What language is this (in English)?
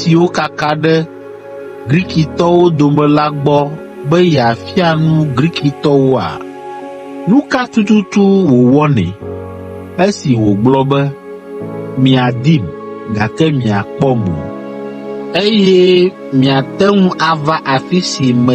Ewe